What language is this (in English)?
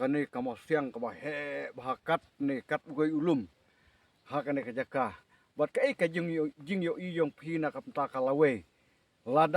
Khasi